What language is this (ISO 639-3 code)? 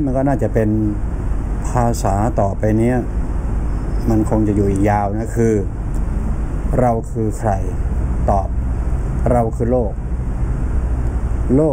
tha